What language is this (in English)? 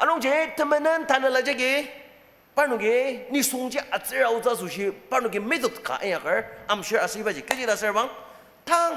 Ao Naga